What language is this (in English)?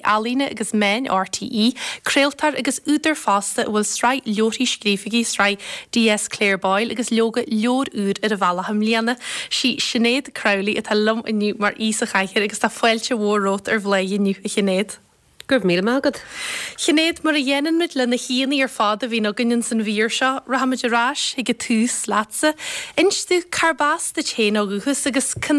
Irish